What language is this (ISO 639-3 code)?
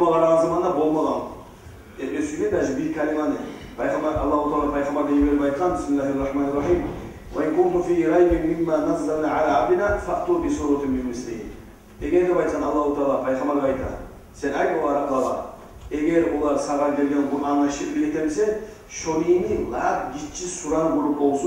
kum